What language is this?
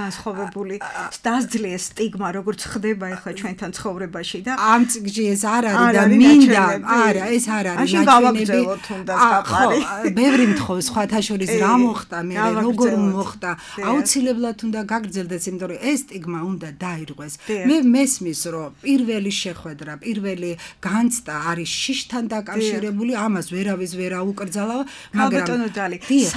Georgian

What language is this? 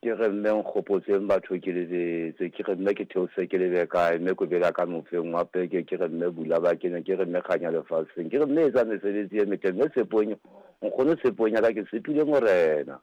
Southern Sotho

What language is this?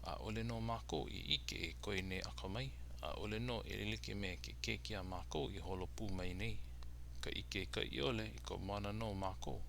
Hawaiian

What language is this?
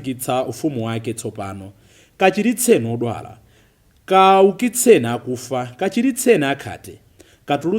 Nyanja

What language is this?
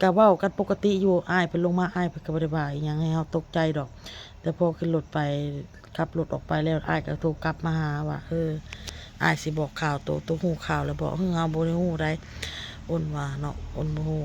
Northeastern Thai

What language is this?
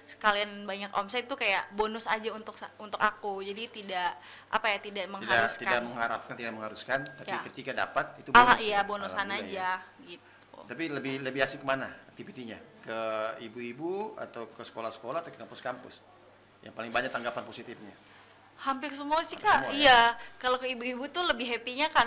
Indonesian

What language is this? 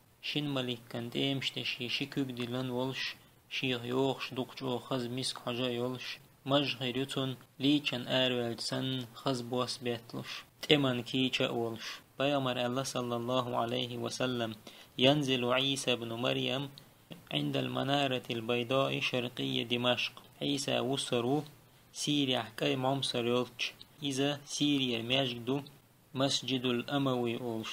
Chechen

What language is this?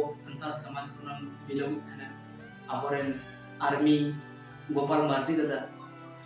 Santali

